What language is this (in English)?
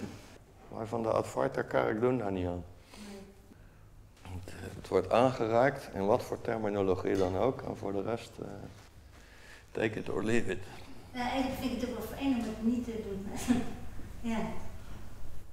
Dutch